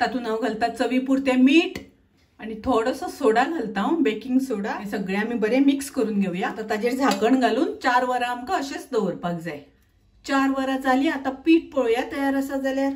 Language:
Konkani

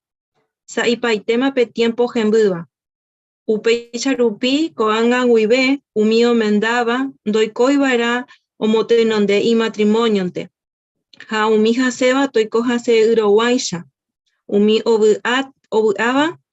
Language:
Guarani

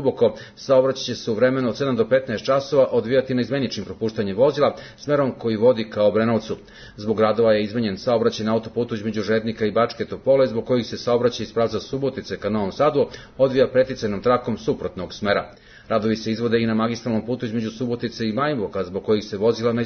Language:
Serbian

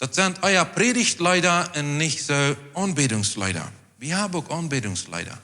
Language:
Plautdietsch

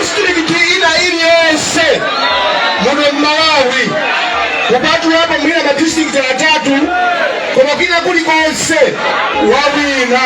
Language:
Nyanja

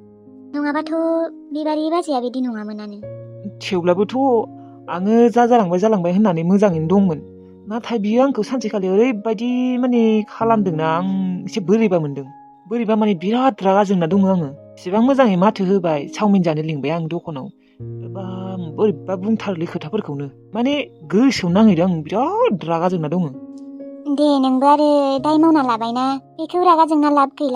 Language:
Bodo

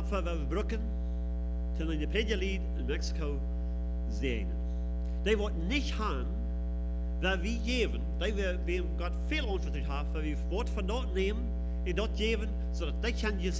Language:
Plautdietsch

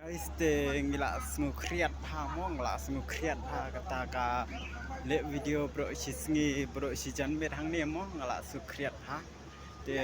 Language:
Khasi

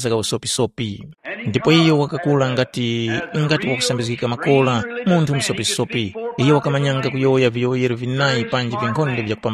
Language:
Tumbuka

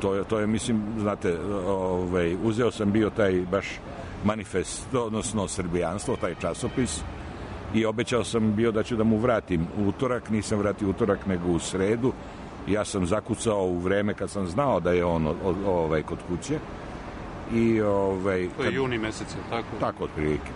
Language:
Serbian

